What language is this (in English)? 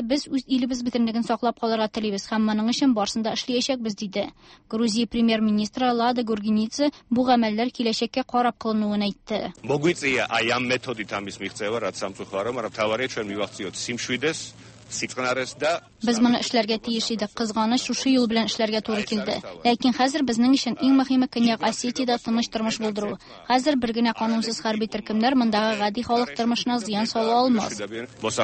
Tatar